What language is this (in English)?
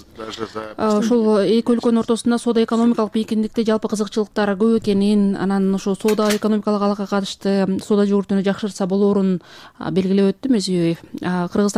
Kyrgyz